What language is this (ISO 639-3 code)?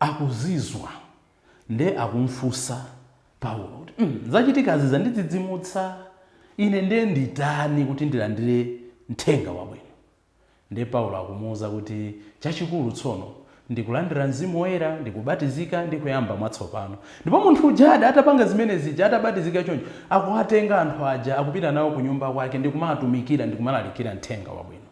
nya